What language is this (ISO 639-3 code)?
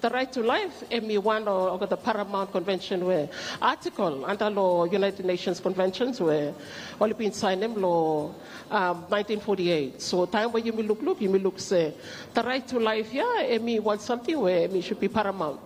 bis